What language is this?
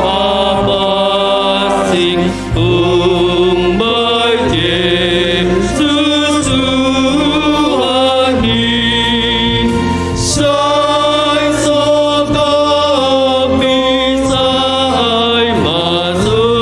Batak Simalungun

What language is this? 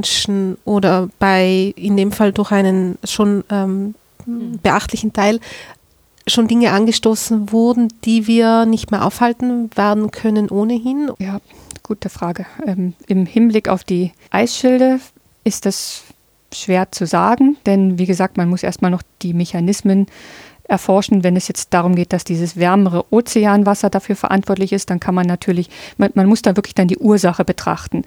German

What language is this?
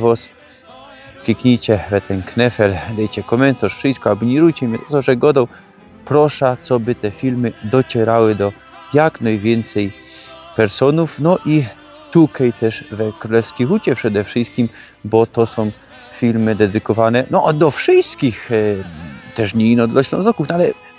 Silesian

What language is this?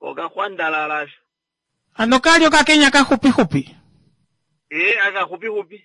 Kuanyama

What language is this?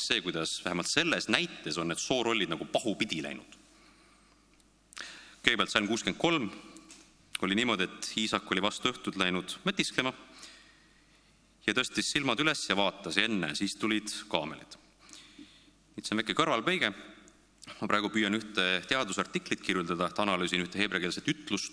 Estonian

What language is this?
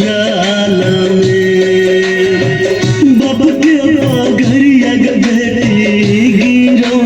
Maithili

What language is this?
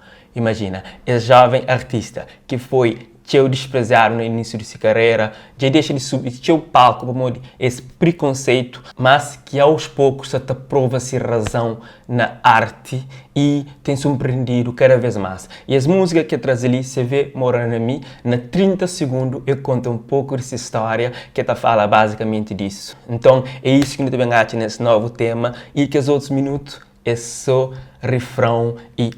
Kabuverdianu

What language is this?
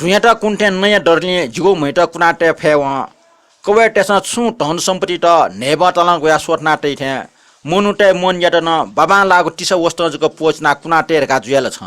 Newari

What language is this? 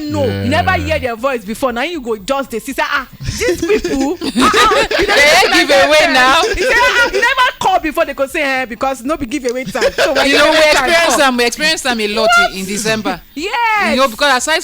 Nigerian Pidgin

